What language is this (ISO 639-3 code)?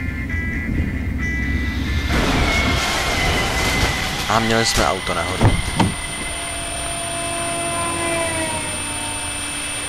ces